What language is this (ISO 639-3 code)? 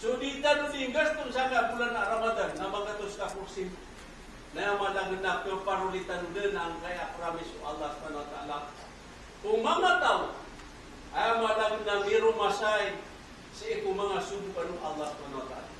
mrw